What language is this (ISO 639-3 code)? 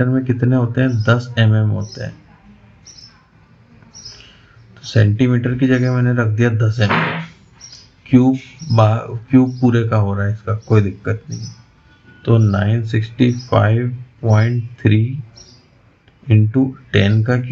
hin